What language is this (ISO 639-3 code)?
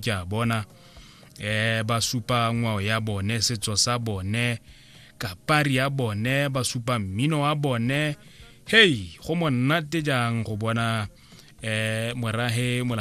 tsn